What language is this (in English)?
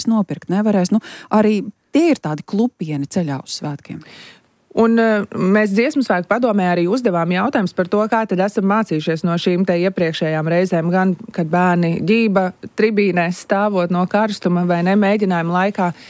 Latvian